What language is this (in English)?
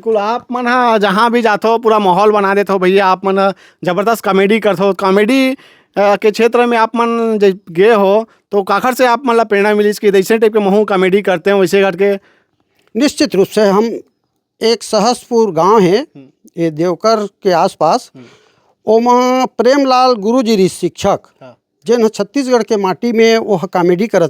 Chhattisgarhi